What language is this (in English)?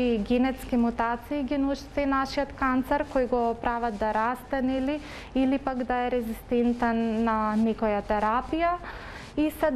Macedonian